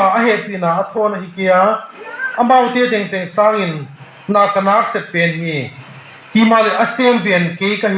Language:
Tedim Chin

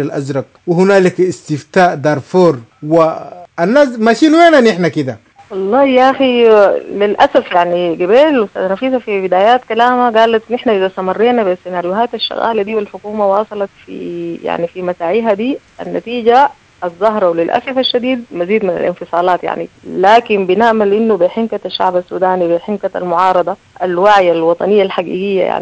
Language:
Sudanese Arabic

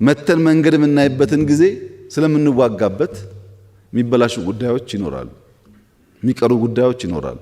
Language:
Amharic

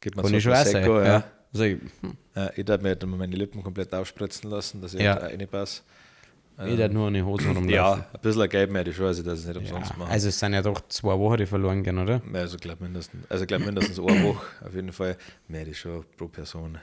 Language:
Bavarian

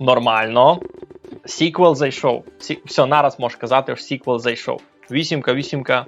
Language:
Rusyn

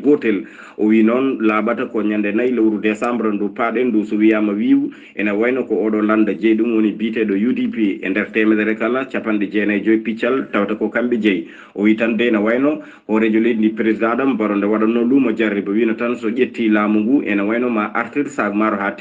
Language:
Fula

